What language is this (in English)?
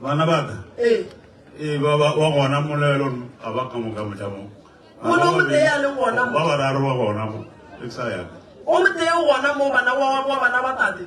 Northern Sotho